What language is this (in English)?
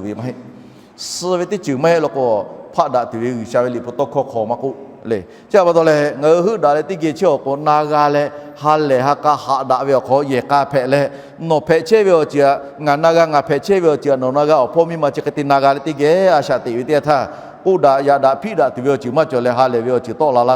Lahu